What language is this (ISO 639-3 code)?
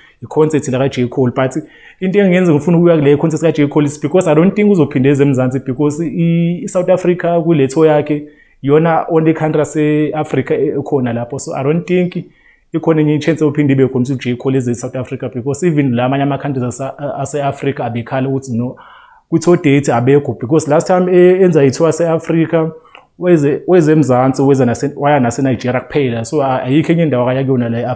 zul